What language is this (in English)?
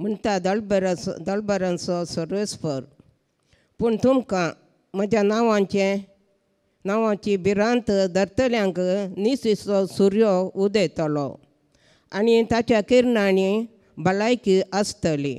Konkani